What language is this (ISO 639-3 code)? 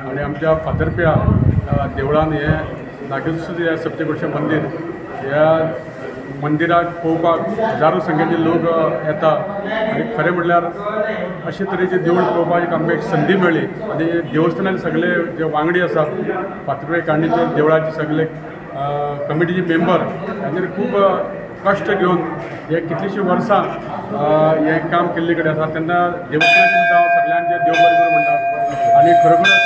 kok